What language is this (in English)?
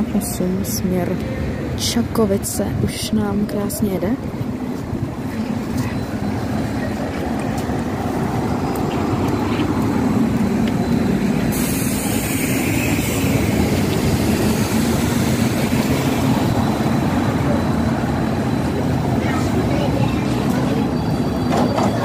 Czech